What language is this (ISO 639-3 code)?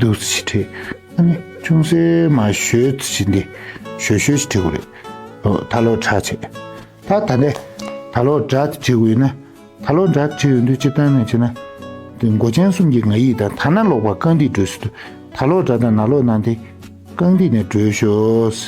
bod